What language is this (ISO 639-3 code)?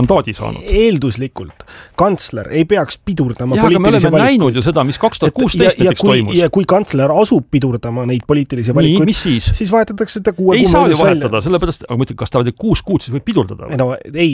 est